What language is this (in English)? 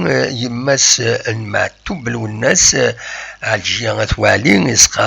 Kabyle